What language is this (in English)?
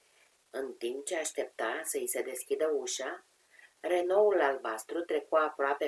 Romanian